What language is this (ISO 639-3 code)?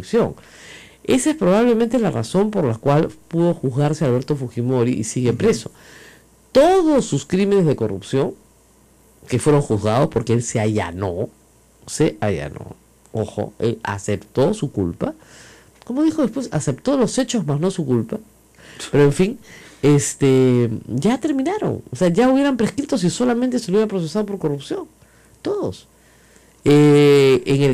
spa